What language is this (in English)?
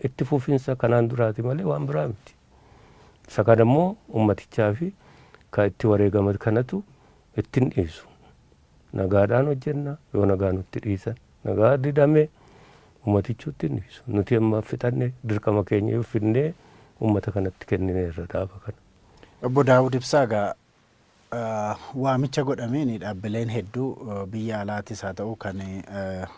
Oromo